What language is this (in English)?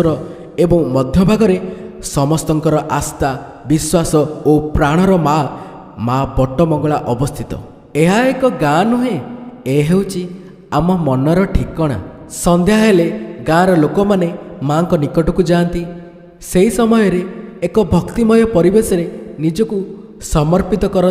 Odia